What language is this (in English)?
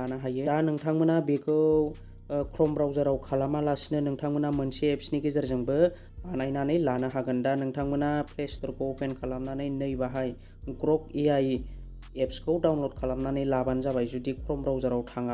Bodo